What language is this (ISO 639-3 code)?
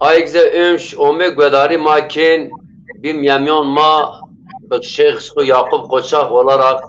zza